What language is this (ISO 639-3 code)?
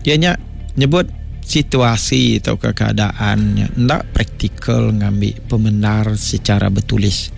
iba